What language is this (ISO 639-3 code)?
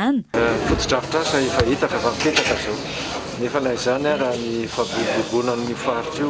mlg